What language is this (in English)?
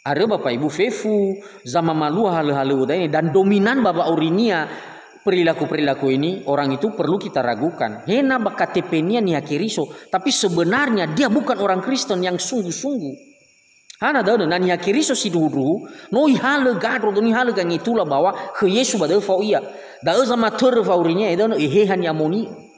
Nias